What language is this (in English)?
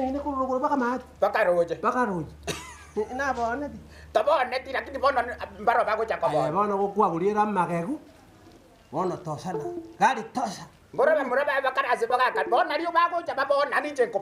Gusii